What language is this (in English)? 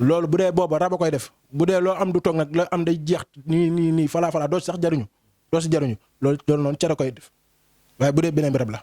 Wolof